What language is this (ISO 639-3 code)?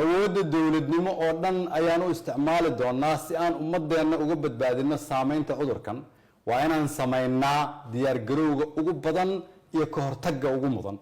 som